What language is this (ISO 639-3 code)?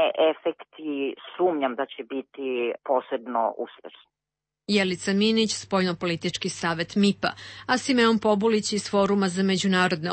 srp